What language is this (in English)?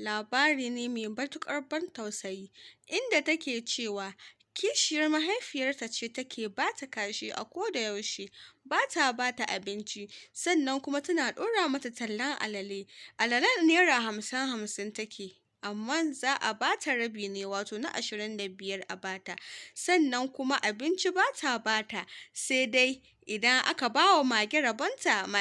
Hausa